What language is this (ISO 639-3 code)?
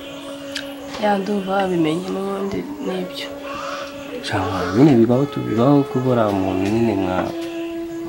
kin